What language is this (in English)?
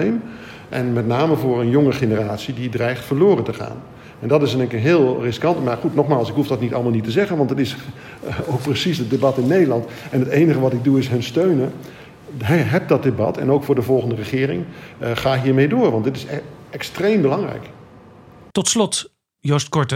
Dutch